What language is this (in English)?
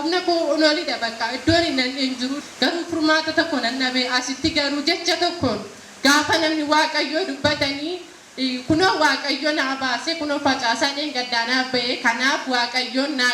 Oromo